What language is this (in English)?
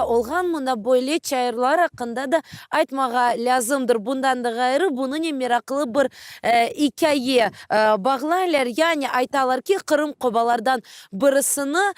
Crimean Tatar